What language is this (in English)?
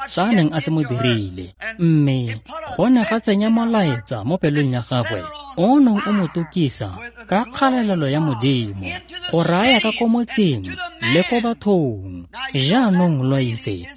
Tswana